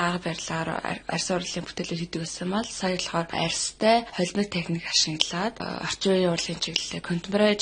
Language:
Mongolian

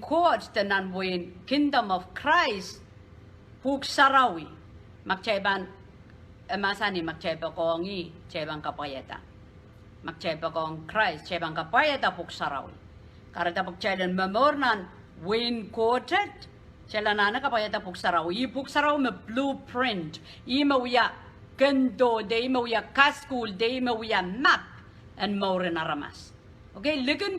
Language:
Pohnpeian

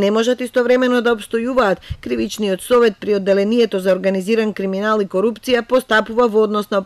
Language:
Macedonian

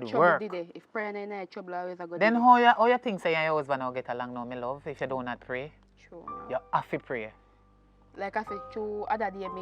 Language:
Jamaican Creole English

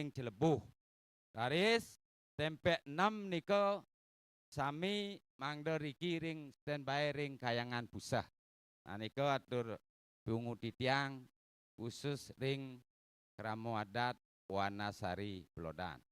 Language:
Balinese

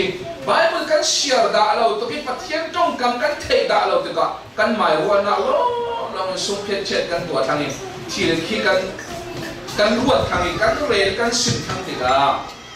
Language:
Falam Chin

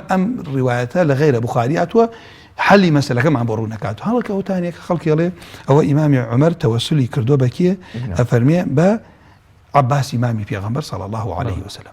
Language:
Central Kurdish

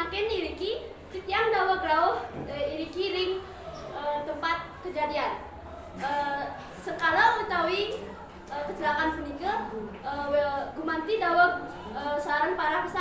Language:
Balinese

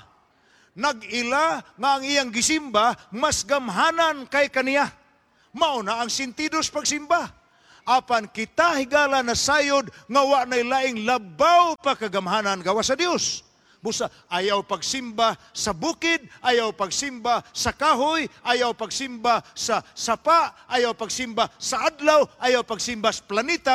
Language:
Cebuano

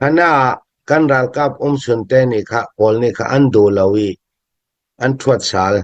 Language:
Hakha Chin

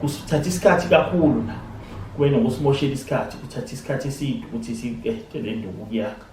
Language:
Zulu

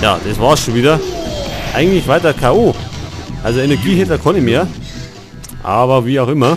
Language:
Bavarian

